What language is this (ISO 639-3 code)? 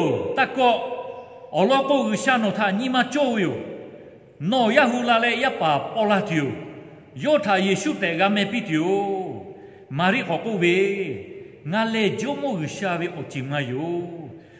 lhu